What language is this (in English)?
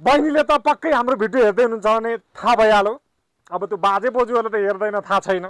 Nepali